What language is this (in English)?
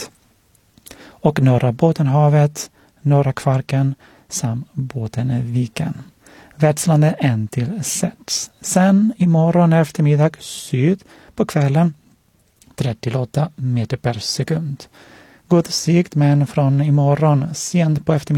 Swedish